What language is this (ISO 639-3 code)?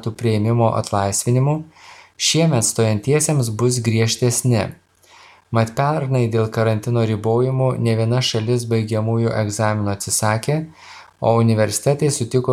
lit